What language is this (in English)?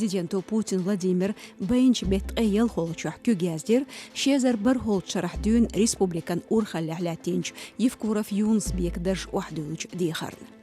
Chechen